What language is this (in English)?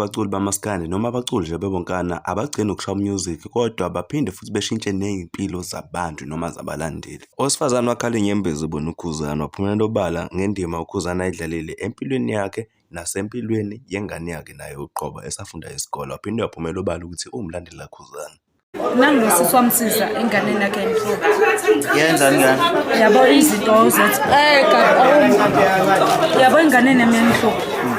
Zulu